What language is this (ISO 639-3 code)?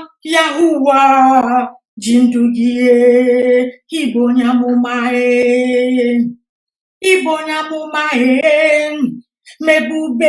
ibo